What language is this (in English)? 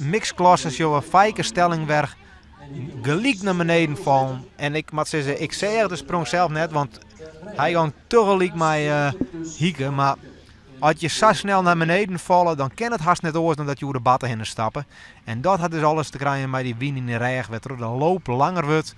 Western Frisian